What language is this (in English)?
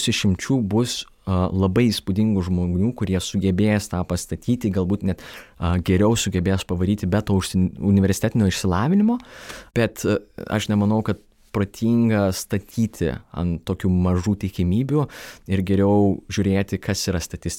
Lithuanian